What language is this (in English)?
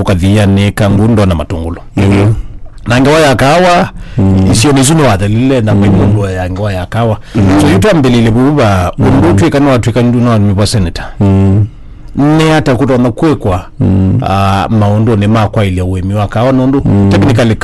Kamba